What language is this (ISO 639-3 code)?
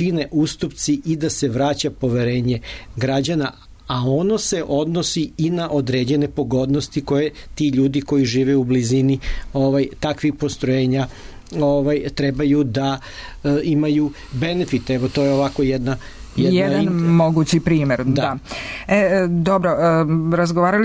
srp